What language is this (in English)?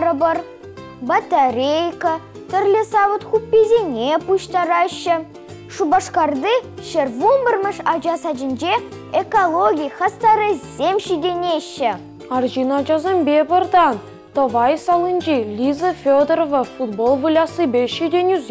Chuvash